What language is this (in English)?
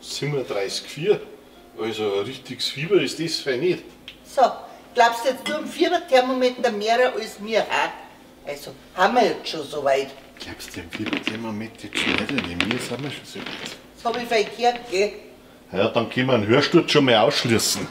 Bavarian